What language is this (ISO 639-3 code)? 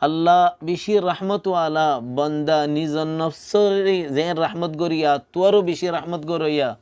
rhg